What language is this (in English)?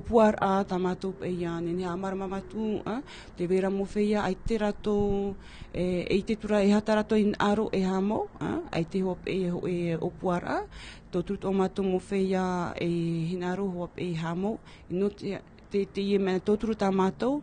Tahitian